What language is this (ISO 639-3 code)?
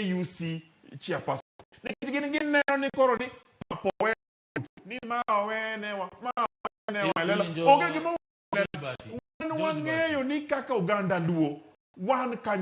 luo